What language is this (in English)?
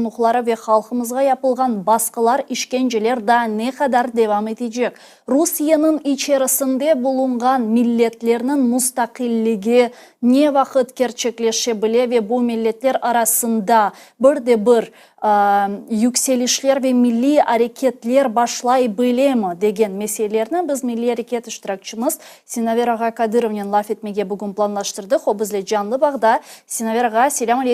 Crimean Tatar